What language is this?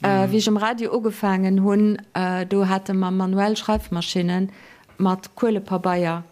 Luxembourgish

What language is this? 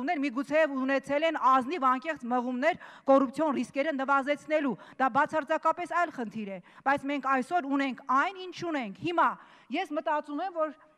Armenian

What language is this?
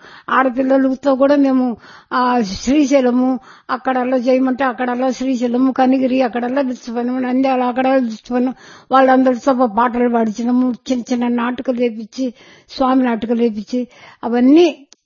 Telugu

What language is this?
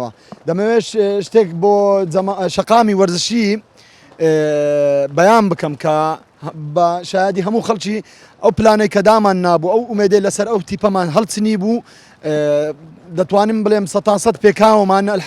Central Kurdish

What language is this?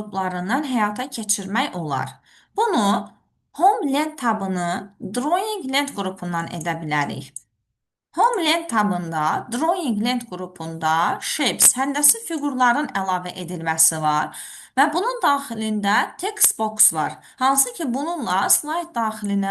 Azerbaijani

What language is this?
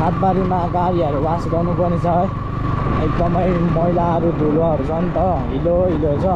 Nepali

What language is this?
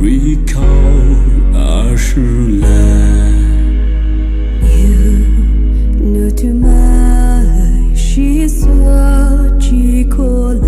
Poumei Naga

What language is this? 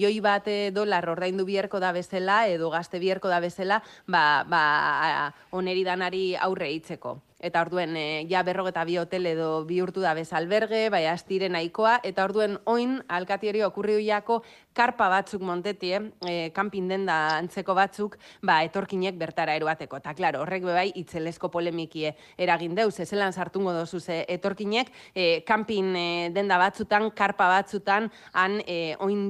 Basque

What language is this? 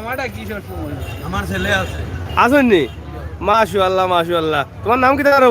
Sylheti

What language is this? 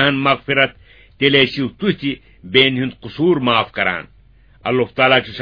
Kashmiri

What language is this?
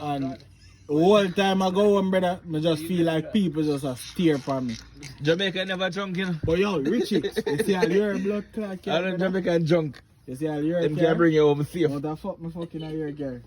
Jamaican Creole English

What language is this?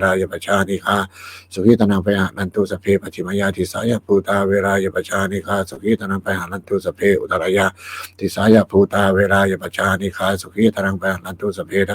Pali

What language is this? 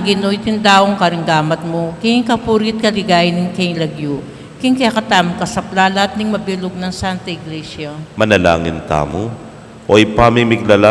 Pampanga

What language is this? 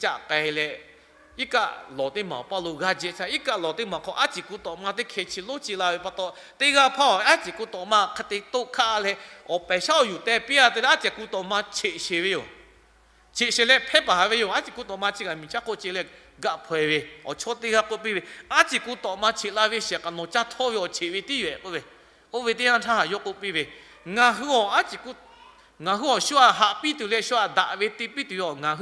Lahu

